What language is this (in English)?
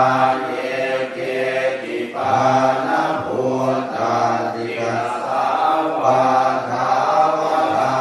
Pali